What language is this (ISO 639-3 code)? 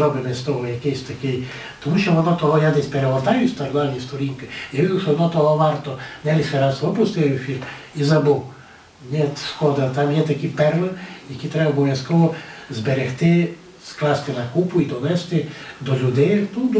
rue